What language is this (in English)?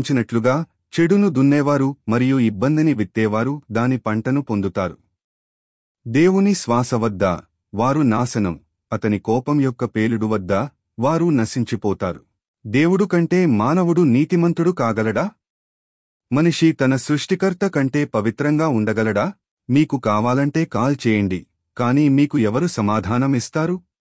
Telugu